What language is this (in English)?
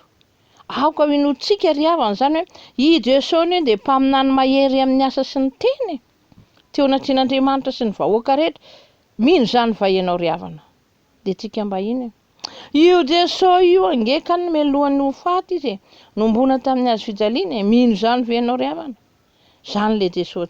Malagasy